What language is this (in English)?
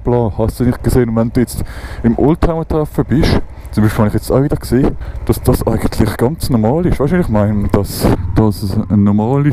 Swiss German